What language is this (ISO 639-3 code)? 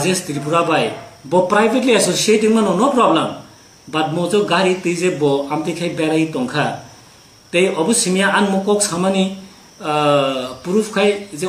trp